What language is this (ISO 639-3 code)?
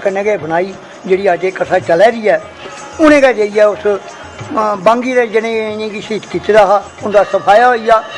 doi